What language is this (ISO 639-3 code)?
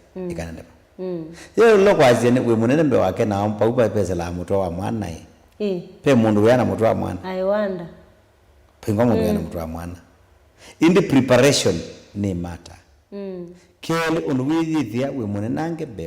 kam